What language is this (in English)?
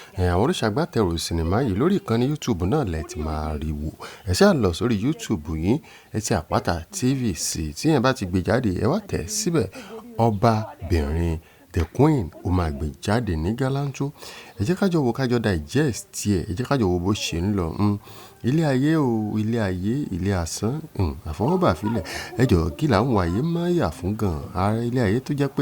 Yoruba